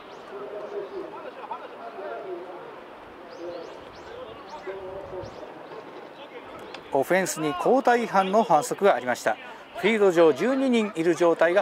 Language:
Japanese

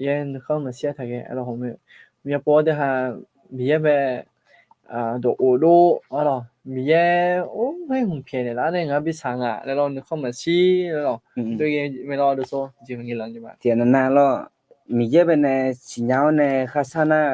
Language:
Akha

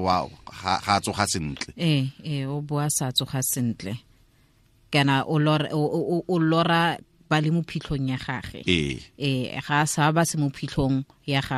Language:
Tswana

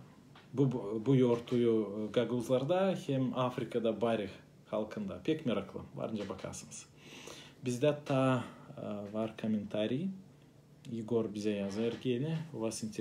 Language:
Gagauz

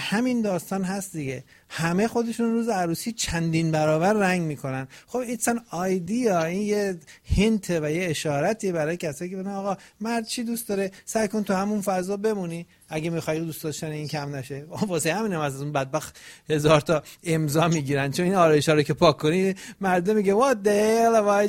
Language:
Persian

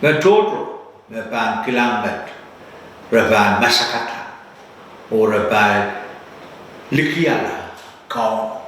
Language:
Pohnpeian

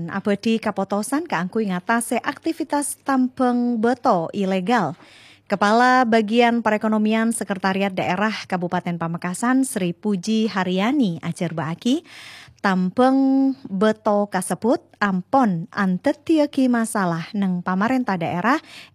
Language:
Madurese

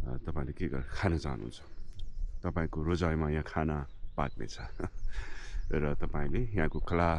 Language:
Nepali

